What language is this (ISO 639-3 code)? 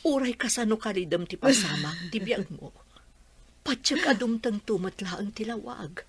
ilo